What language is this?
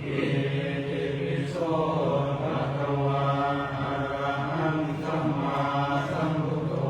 Pali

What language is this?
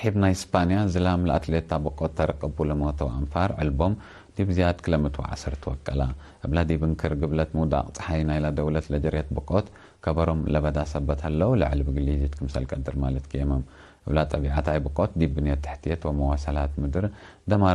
Tigre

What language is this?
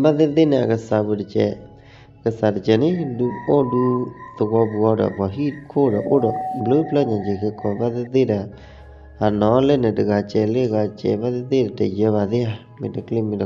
S'gaw Karen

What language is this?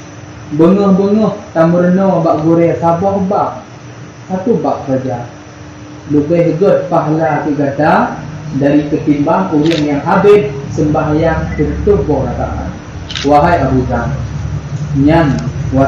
Achinese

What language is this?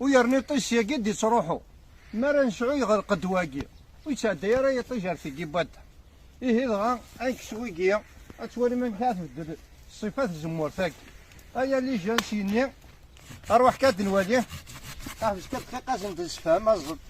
Kabyle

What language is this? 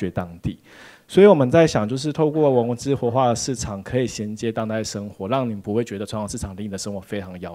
Chinese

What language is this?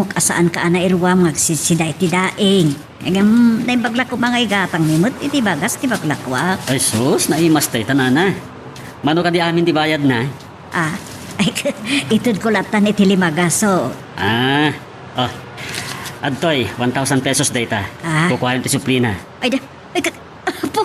Iloko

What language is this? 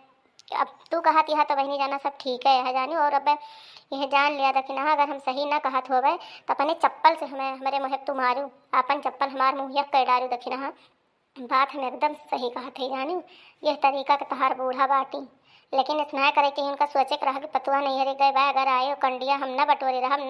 Awadhi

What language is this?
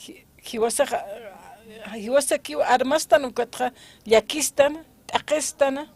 Aymara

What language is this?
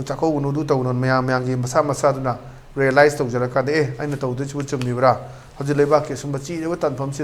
Manipuri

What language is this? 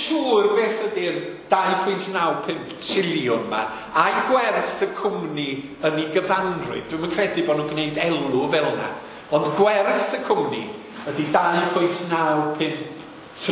Welsh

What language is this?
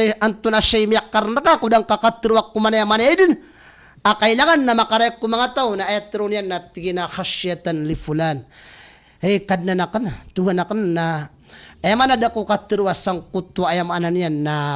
Maranao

